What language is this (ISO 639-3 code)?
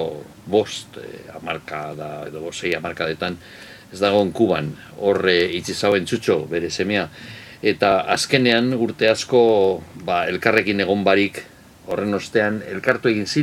eus